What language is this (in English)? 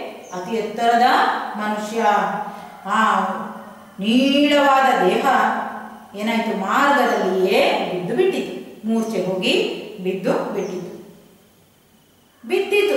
Kannada